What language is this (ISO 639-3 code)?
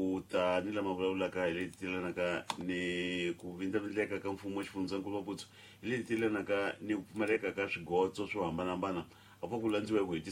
tso